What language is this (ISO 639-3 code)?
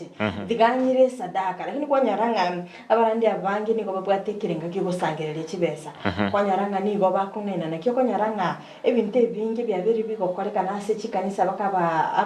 guz